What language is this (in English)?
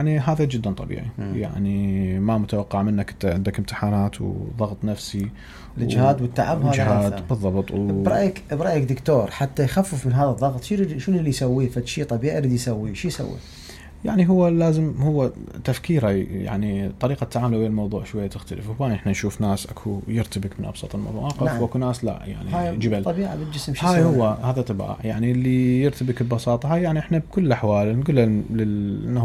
Mesopotamian Arabic